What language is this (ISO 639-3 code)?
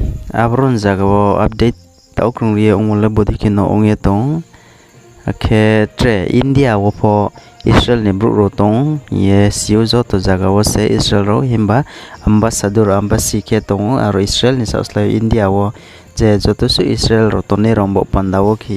ria